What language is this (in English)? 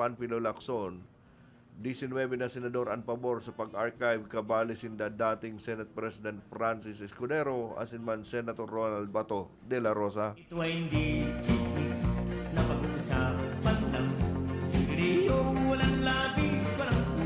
Bikol